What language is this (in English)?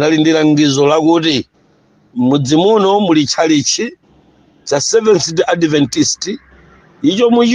Nyanja